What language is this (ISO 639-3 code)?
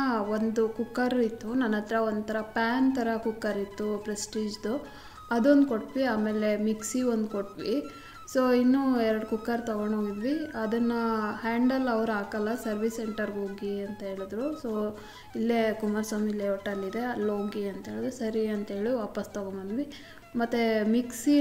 kan